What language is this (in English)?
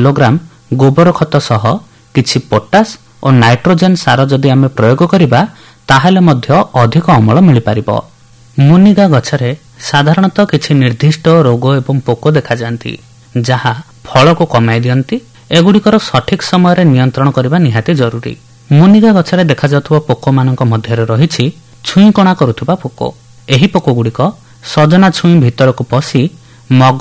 Odia